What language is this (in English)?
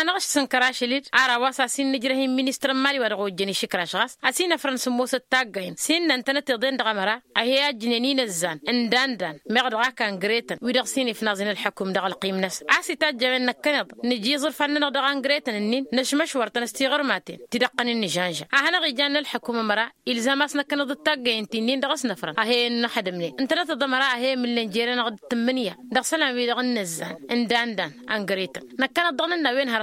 Tamasheq